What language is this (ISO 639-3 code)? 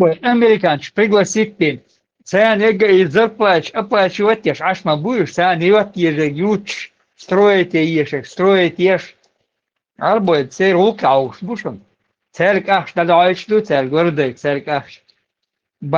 che